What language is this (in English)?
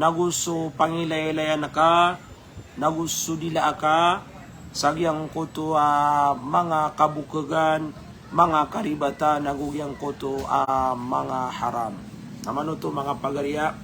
Maranao